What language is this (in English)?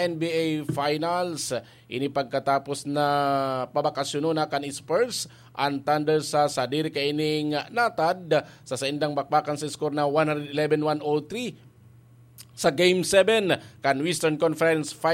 Bikol